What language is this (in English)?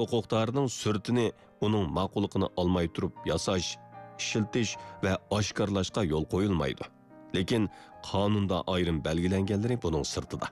Uyghur